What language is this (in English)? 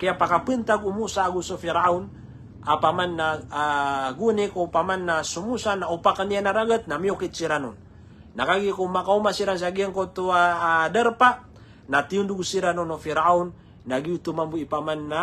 Maranao